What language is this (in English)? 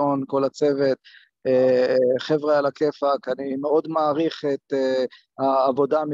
Hebrew